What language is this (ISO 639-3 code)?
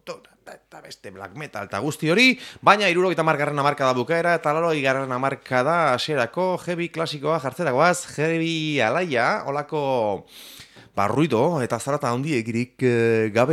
eus